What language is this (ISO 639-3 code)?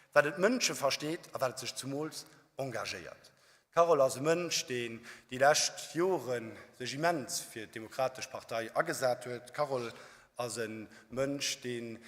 ltz